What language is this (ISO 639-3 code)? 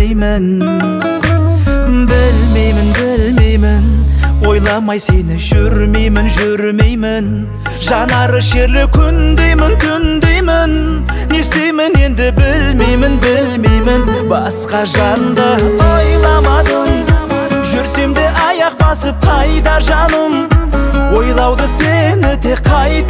kaz